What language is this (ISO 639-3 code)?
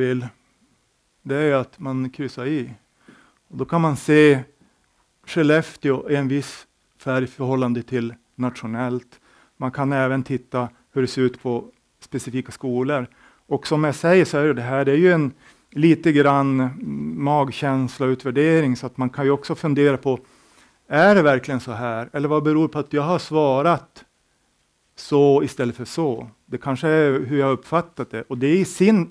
swe